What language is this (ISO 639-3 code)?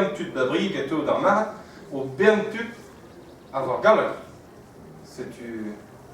bre